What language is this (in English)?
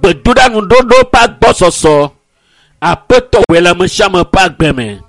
Ewe